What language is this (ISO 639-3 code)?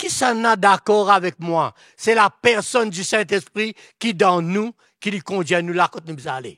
mfe